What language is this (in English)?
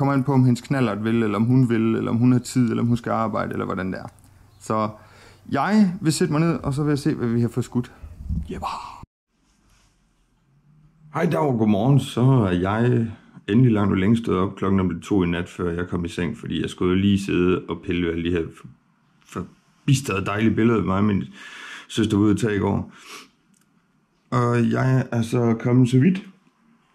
Danish